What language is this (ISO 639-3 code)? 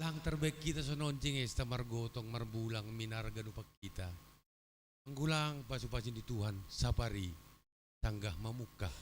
bts